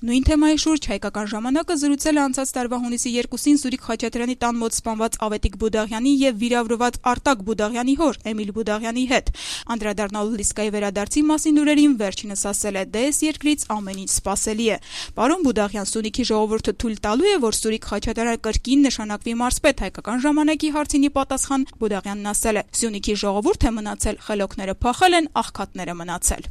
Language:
Armenian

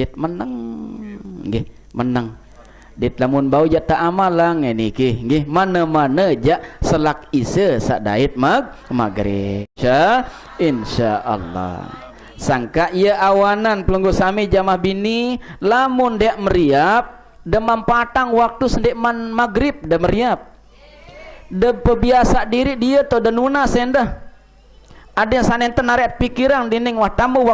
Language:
Sasak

